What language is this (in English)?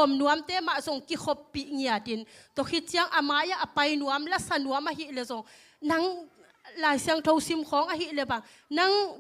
Tedim Chin